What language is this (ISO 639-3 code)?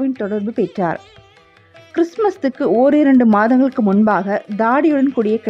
tam